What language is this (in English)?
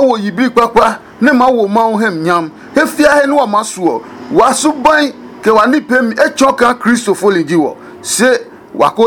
Adangme